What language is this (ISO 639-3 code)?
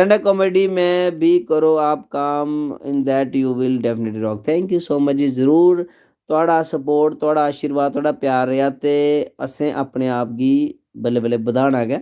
doi